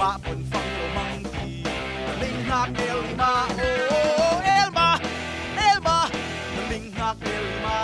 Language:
Falam Chin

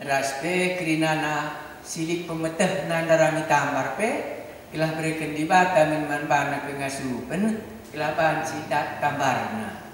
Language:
Batak Karo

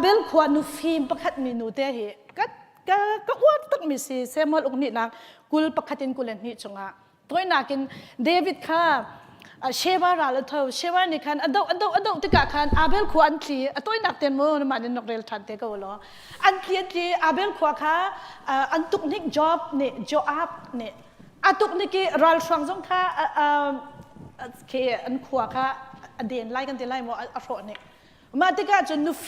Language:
Hakha Chin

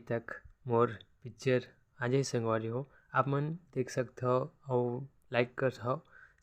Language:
Chhattisgarhi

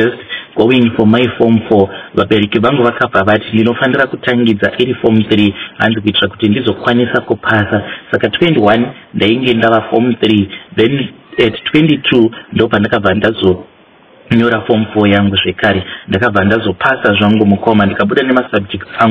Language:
Shona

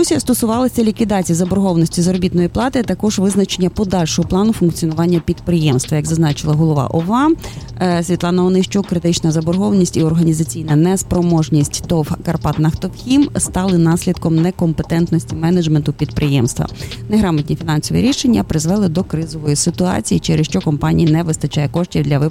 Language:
Ukrainian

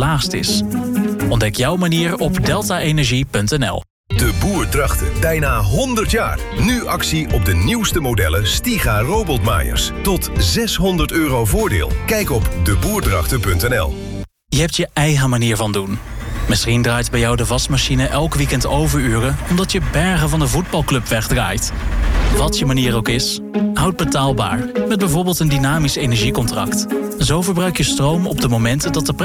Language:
Dutch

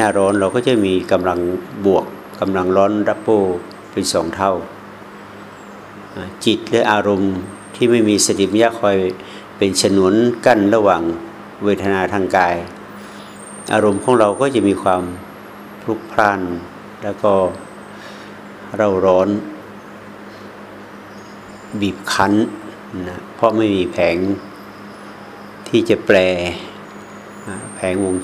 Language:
Thai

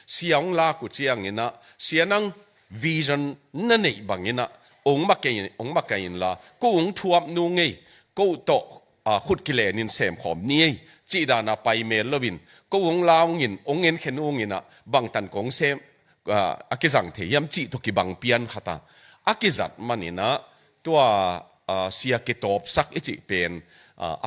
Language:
Tedim Chin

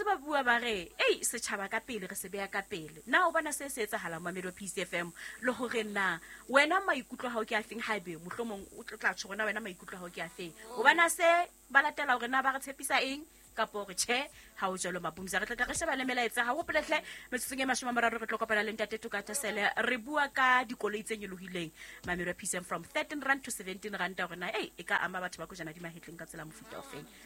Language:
Southern Sotho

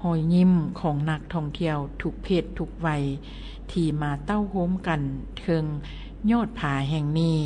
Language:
Lao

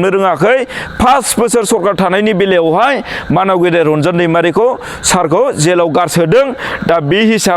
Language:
Bodo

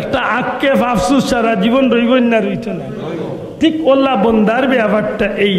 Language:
Sylheti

